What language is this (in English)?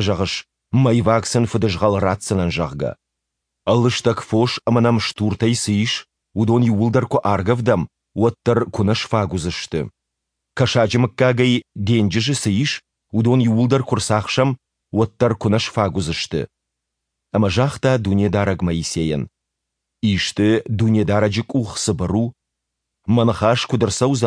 Ossetic